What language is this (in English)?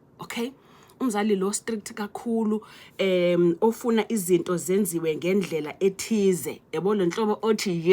Zulu